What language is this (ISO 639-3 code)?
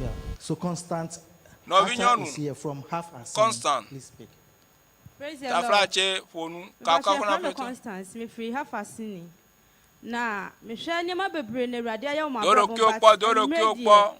ewe